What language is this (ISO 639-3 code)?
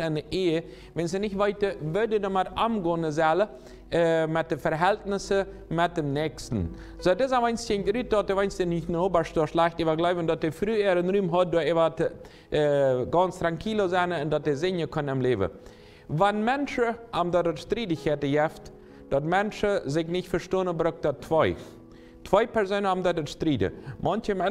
pdt